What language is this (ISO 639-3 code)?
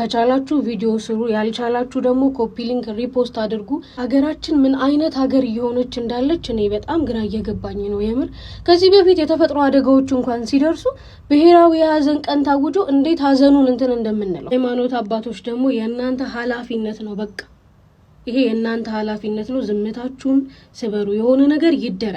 amh